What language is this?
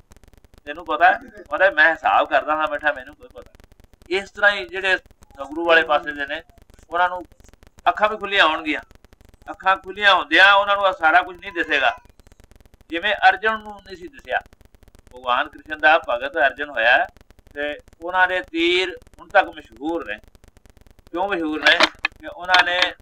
Punjabi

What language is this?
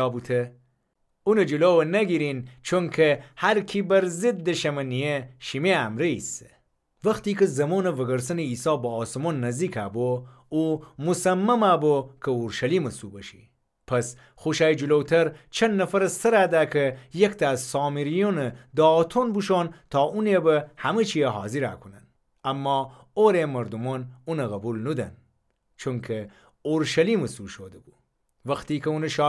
Gilaki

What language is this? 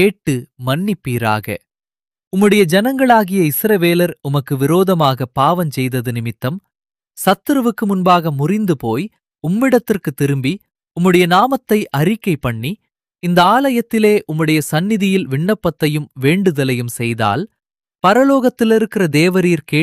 Tamil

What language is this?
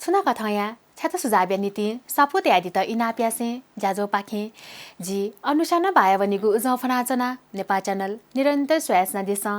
Newari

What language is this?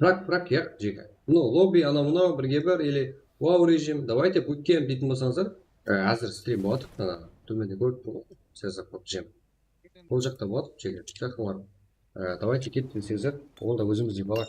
Kara-Kalpak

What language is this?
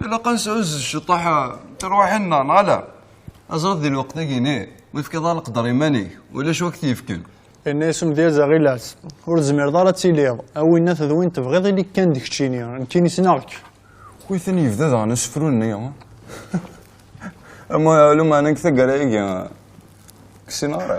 Kabyle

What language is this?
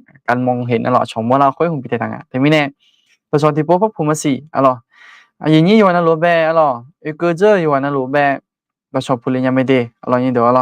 Akha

